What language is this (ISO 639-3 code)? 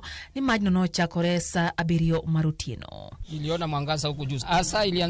luo